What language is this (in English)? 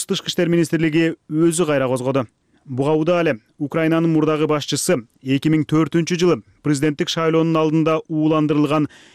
Kyrgyz